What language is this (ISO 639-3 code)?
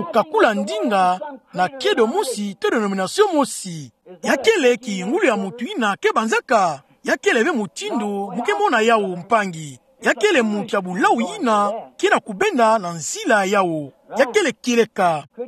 ktu